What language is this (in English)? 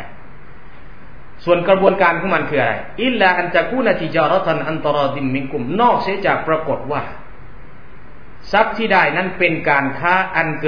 Thai